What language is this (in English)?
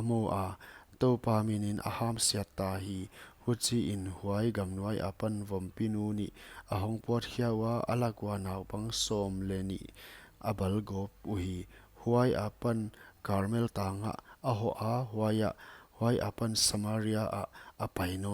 Paite Chin